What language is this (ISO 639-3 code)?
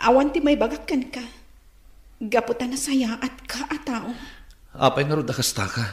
ilo